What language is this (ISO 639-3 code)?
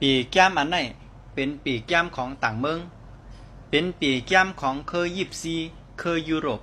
shn